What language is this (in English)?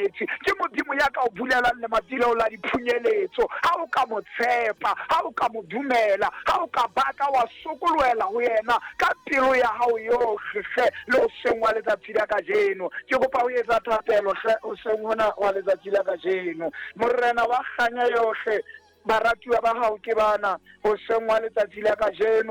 Southern Sotho